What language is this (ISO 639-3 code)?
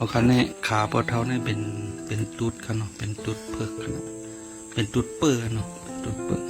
shn